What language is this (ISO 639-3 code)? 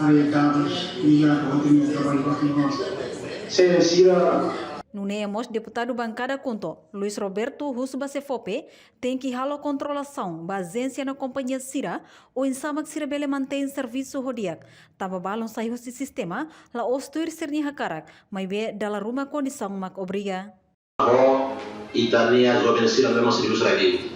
tet